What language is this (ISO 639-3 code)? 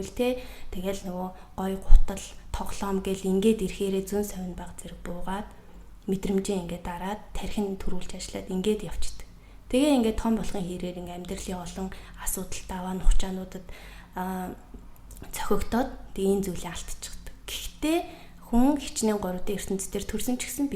mon